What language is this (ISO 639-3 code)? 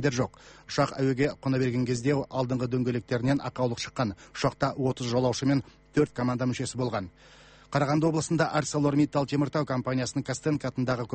kaz